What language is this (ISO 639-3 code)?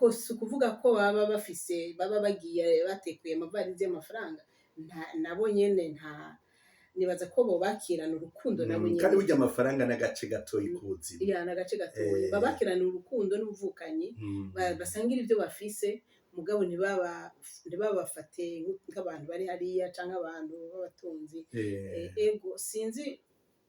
run